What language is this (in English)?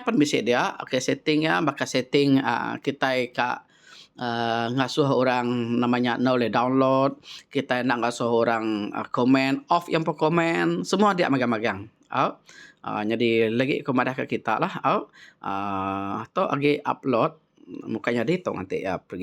Iban